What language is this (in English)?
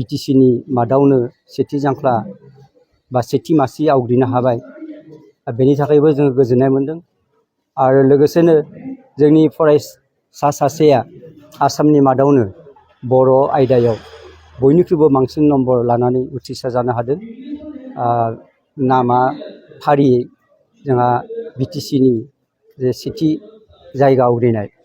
Bodo